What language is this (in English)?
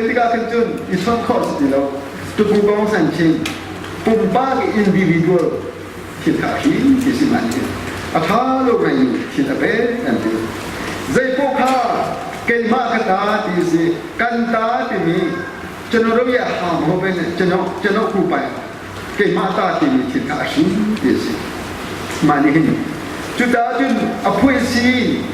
Hakha Chin